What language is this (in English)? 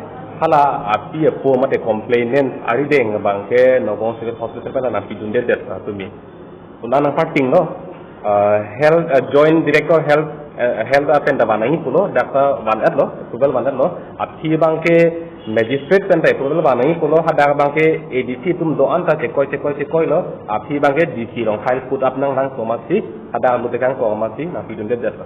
Karbi